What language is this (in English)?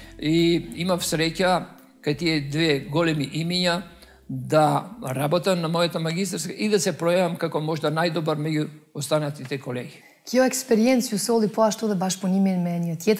Macedonian